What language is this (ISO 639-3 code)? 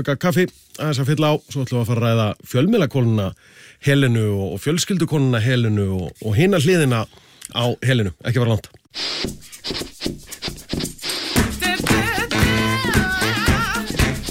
isl